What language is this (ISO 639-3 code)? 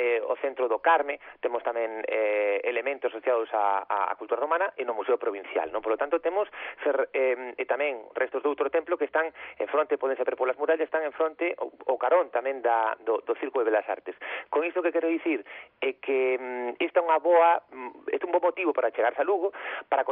glg